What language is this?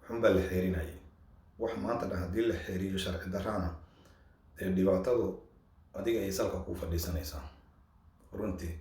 Somali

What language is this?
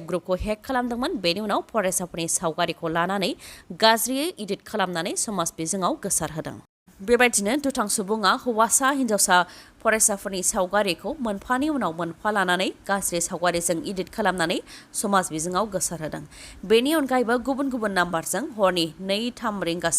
Bodo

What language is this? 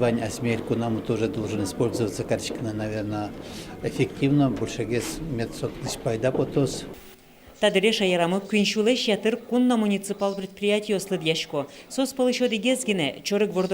Udmurt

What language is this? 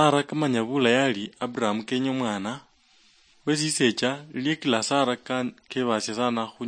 Luyia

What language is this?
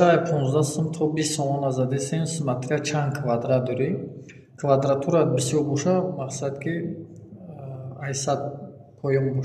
Tajik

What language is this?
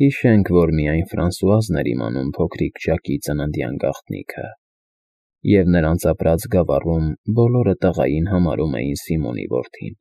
Armenian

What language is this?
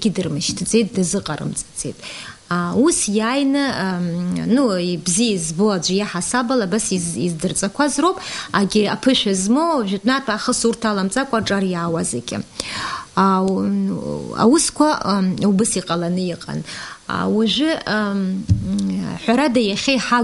Abkhazian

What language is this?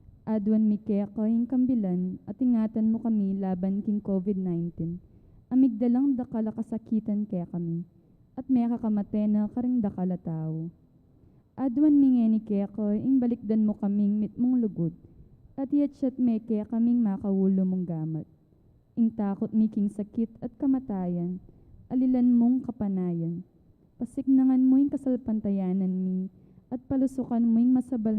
Pampanga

